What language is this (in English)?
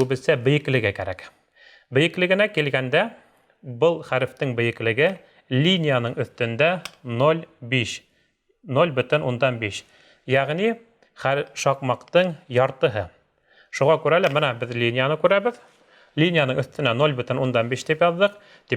Bashkir